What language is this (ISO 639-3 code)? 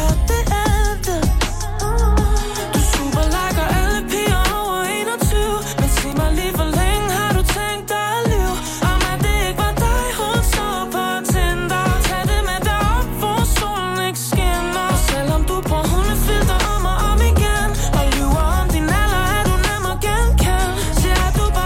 dan